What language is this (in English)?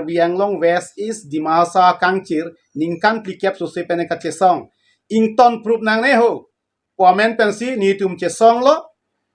Karbi